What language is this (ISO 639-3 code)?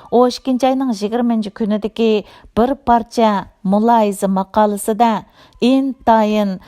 uig